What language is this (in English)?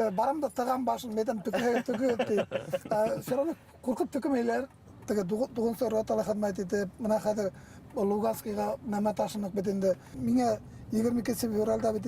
Bashkir